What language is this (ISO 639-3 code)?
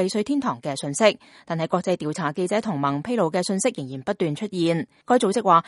yue